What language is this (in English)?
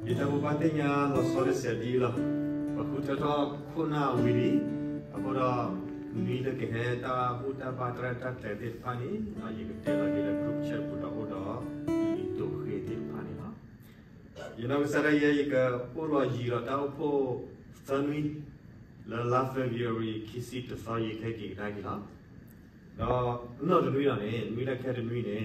S'gaw Karen